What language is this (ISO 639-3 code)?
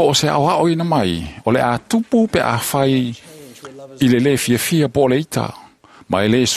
smo